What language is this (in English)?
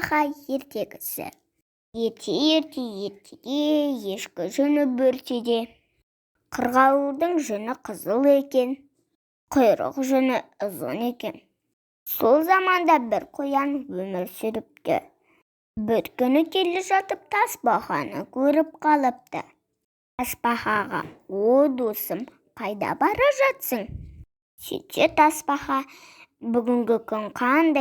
Kazakh